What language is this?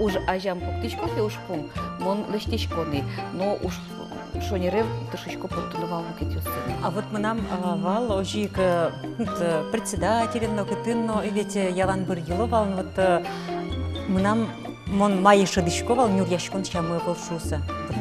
Udmurt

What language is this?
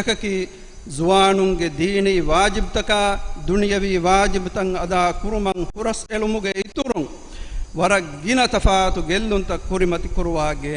Divehi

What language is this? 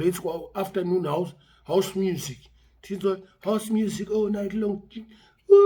Shona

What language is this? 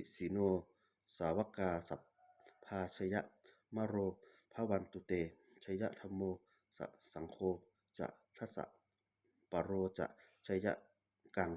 Pali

